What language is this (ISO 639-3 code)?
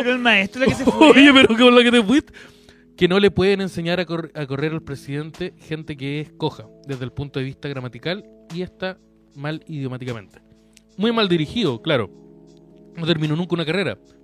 spa